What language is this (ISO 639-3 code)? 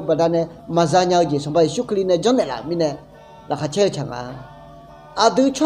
ahk